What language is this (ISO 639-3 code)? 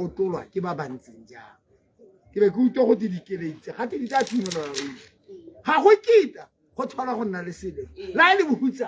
tsn